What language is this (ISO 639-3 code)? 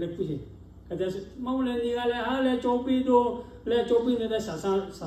lhu